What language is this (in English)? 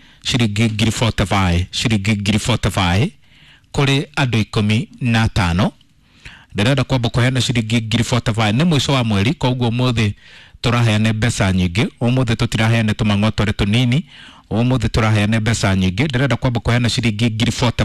Kikuyu